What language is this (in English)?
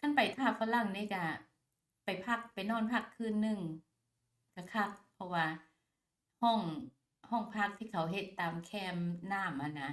Lao